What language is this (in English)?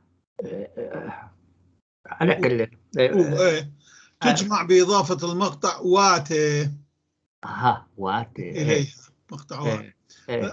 North Levantine Arabic